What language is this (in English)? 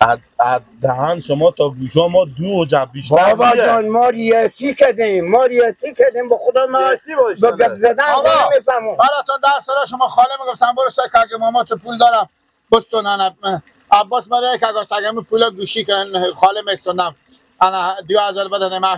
Persian